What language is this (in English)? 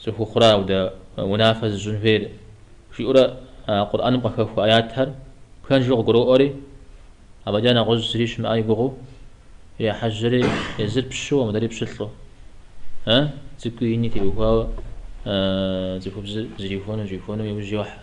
Kabardian